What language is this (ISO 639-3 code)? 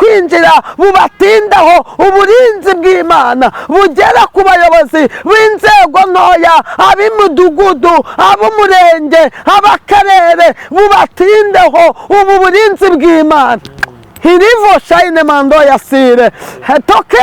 kin